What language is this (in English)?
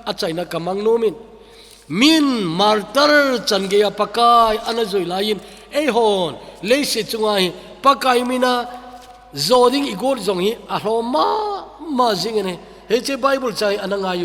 Thado Chin